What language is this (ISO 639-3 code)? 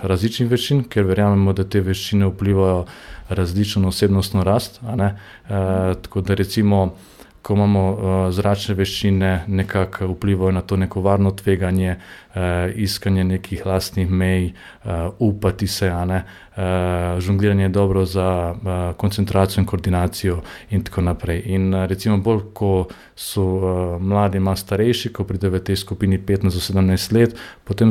slv